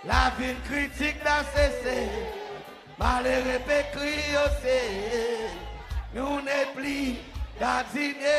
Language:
Seselwa Creole French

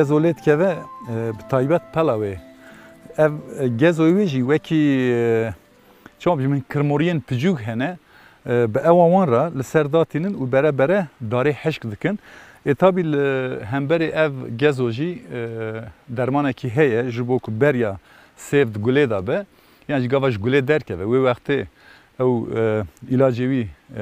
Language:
Kurdish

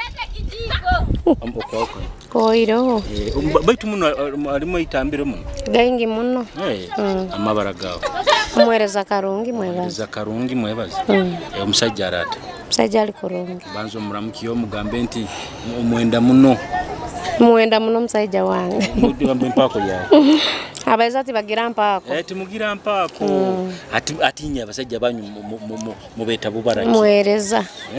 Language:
Nyoro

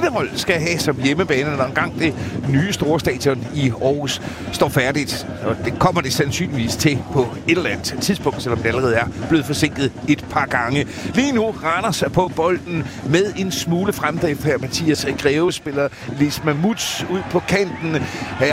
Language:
Danish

